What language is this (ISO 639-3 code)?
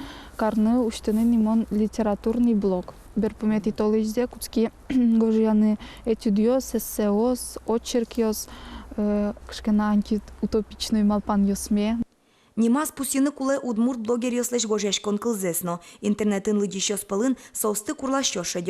udm